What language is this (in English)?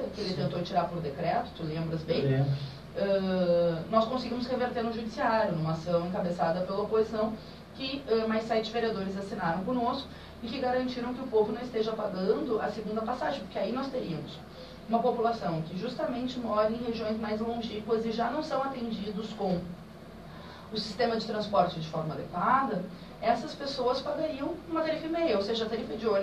Portuguese